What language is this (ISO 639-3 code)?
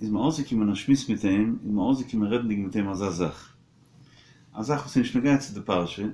yid